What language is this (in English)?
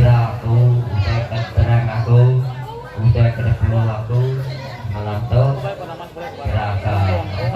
Iban